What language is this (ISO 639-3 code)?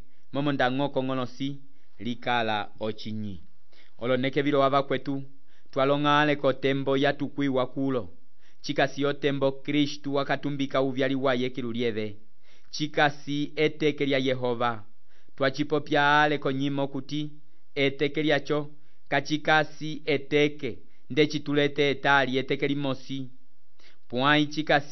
umb